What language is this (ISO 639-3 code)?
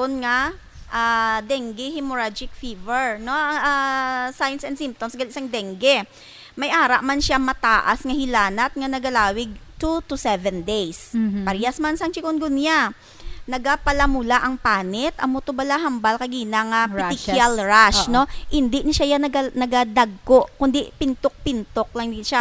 hil